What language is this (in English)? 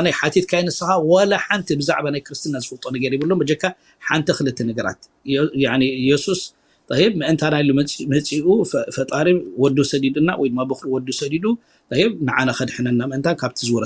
Tigrinya